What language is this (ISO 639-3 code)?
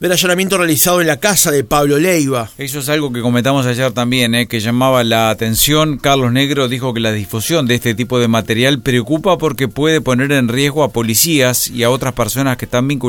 spa